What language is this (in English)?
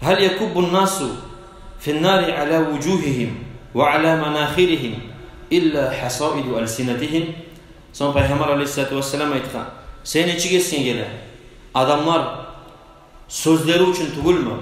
Kumyk